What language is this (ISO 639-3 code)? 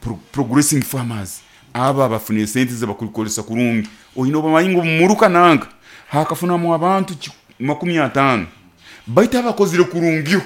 nyo